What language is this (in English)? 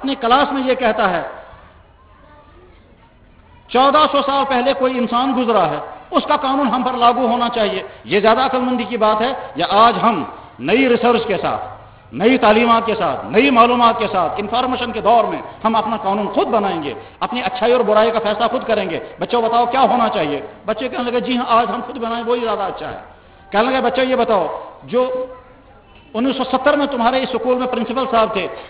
Urdu